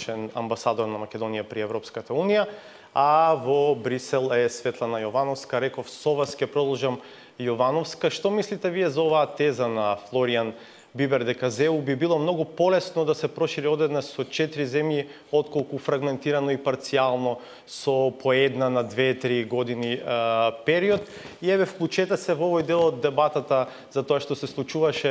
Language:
Macedonian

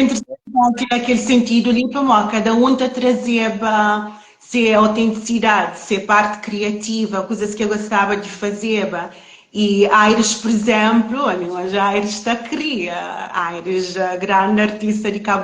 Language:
Kabuverdianu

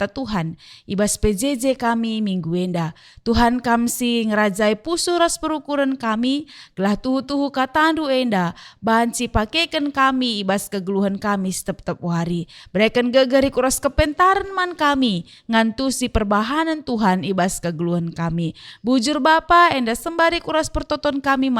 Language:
Batak Karo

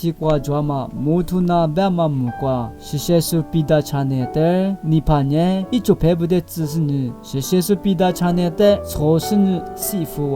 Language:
Lisu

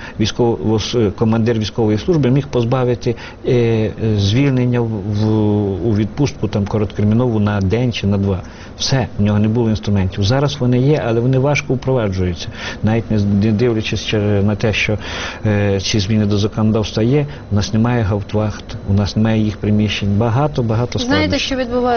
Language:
Ukrainian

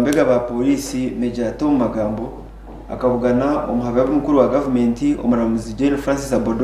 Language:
Nyankole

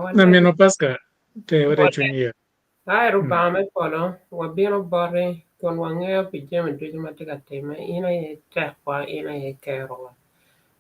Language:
Acoli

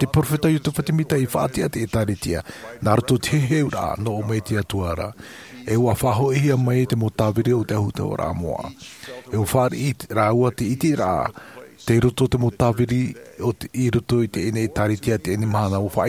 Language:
Tahitian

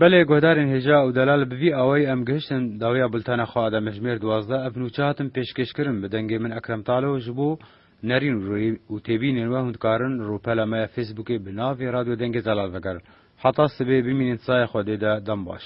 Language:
Kurdish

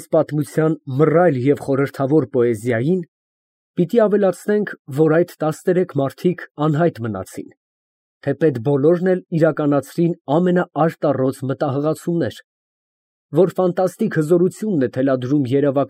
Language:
Armenian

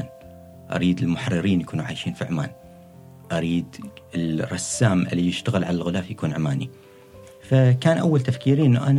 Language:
Gulf Arabic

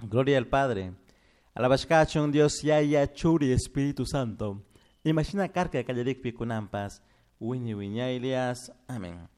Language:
Chimborazo Highland Quichua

